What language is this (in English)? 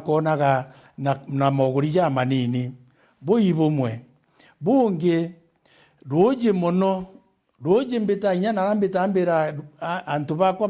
Meru